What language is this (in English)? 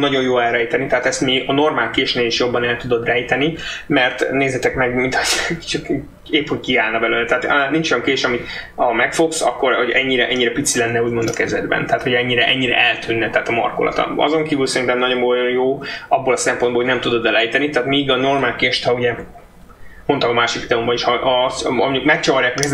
Hungarian